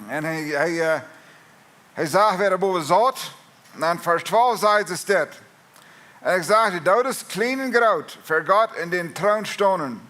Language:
Plautdietsch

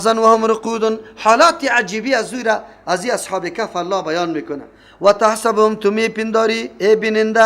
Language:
Persian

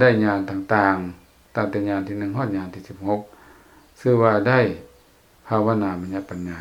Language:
Lao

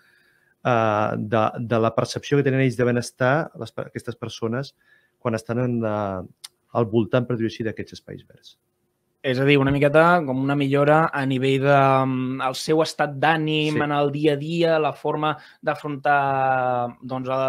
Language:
Catalan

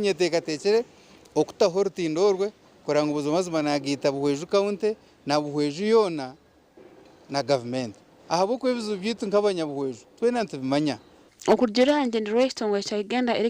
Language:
Nyankole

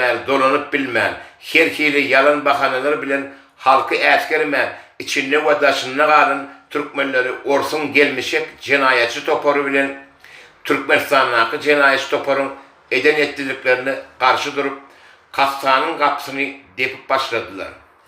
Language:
Turkmen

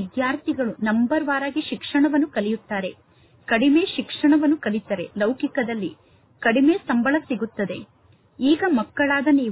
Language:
Kannada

